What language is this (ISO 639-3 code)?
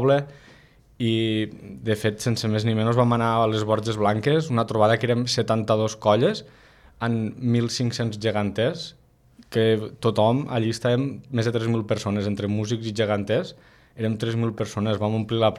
cat